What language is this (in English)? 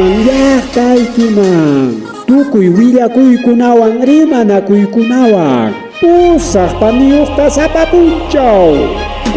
Ayacucho Quechua